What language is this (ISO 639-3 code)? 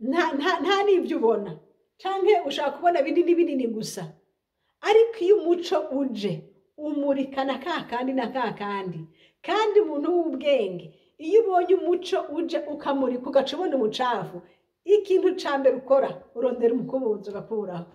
run